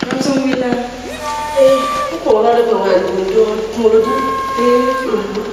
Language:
Bambara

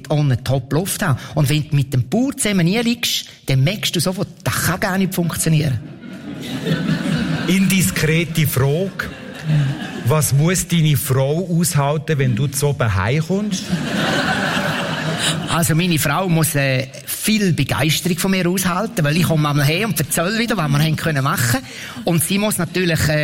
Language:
German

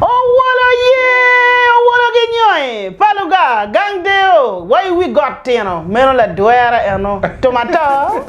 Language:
Acoli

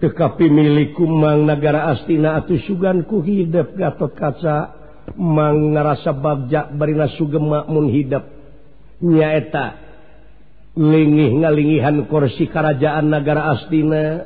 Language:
Sundanese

